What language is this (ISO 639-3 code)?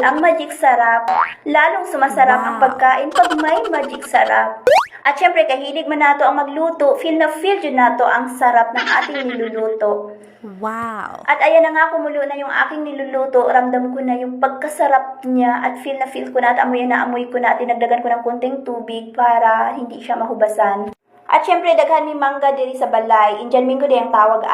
ceb